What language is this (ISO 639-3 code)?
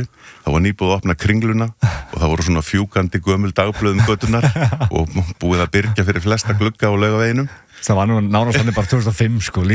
isl